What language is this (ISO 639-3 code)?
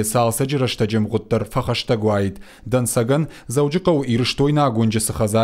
oss